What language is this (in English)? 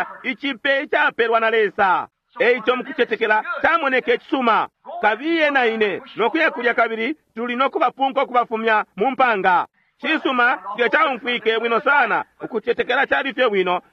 Bemba